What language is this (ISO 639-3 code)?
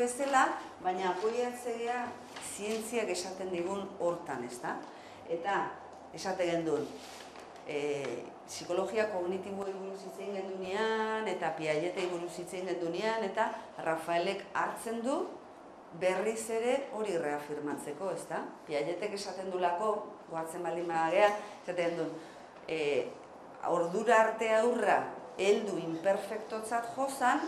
eus